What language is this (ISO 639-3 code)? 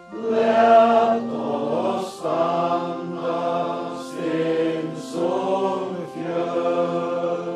fao